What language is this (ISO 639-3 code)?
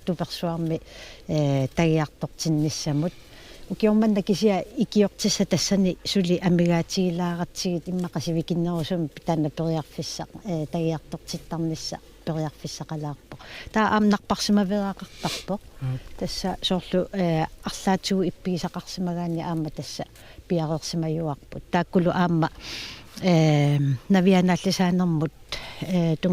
kal